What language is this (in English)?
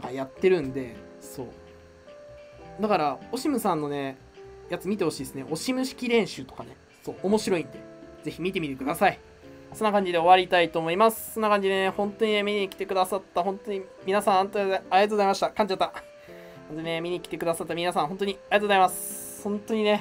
Japanese